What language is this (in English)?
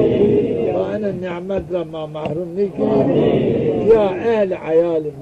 Zaza